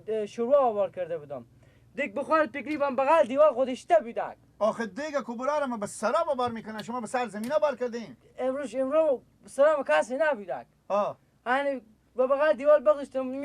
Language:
Persian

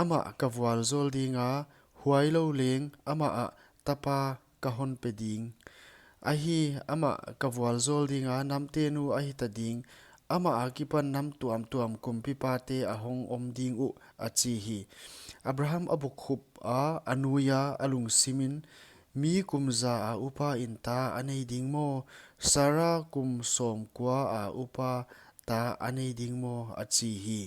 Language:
Paite Chin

